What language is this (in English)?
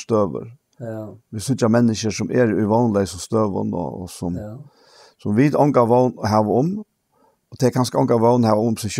Faroese